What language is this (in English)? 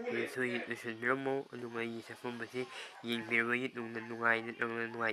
Manipuri